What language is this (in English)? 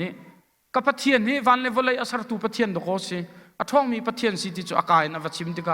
Hakha Chin